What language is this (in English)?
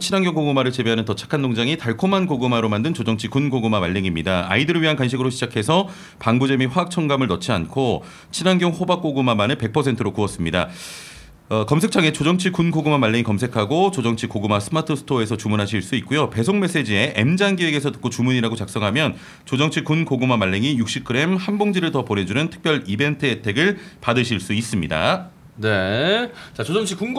Korean